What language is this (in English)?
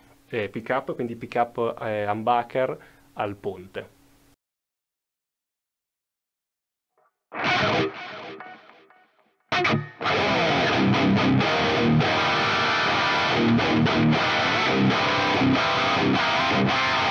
Italian